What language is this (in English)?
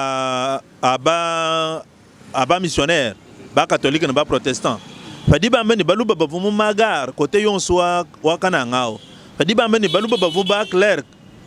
Luba-Lulua